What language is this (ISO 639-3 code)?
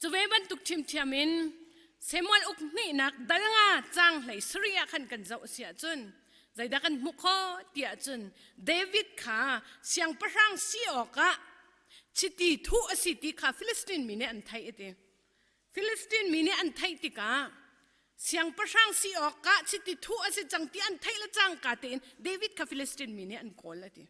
cnh